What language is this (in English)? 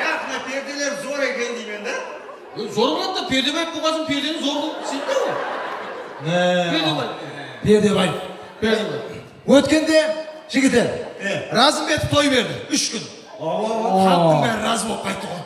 Kara-Kalpak